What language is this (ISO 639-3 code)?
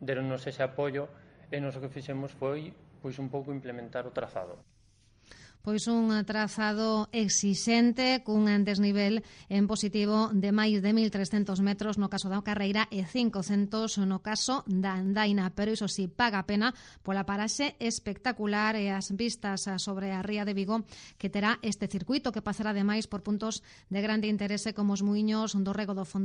glg